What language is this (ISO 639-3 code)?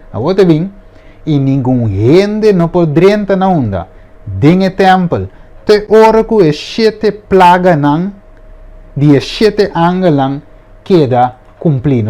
pap